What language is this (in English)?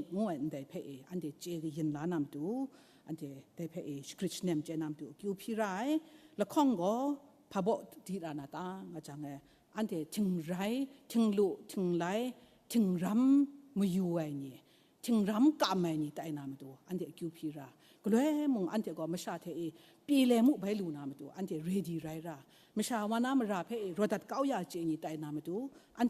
Kachin